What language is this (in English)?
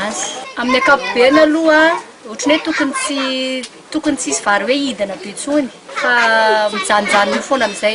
Malagasy